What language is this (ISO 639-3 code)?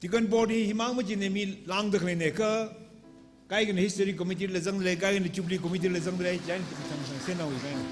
nmf